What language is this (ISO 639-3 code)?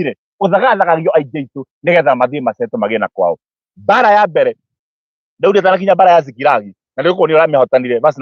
kik